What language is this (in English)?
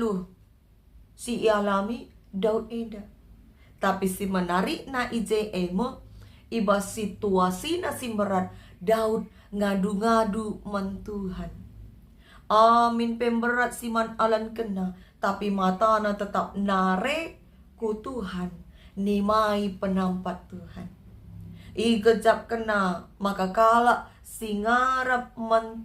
Batak Karo